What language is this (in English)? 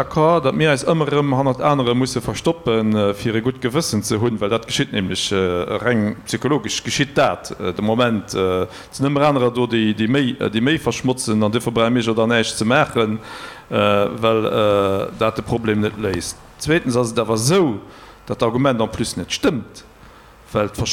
Luxembourgish